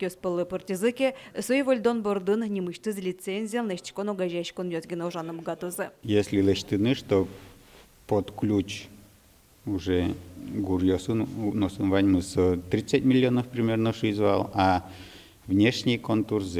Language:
Udmurt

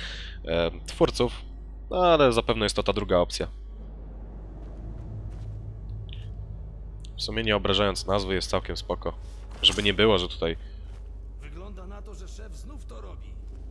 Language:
Polish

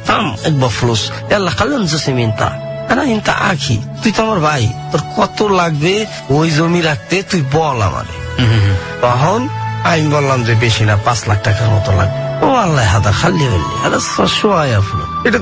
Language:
Bangla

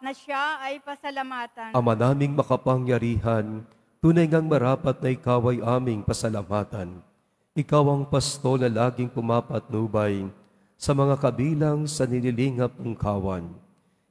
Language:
Filipino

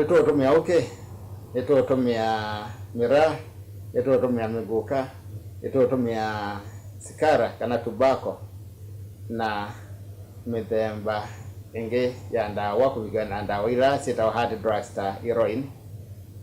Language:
Kamba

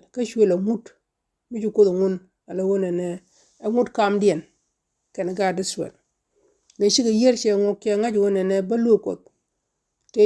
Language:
Nuer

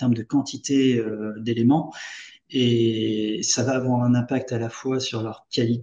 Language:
French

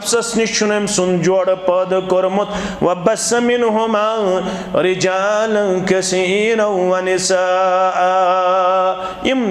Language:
Kashmiri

